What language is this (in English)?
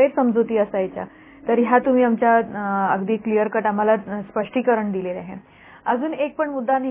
Marathi